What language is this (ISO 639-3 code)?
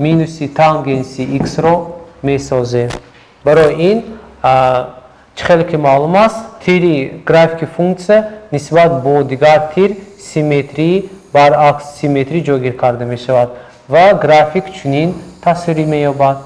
tgk